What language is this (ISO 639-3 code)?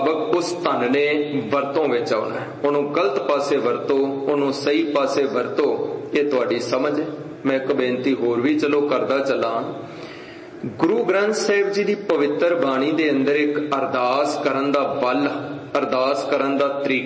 pan